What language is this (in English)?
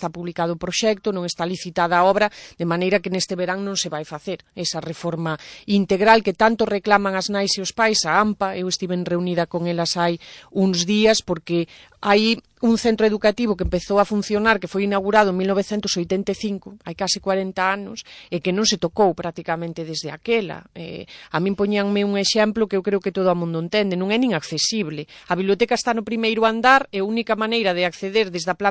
Galician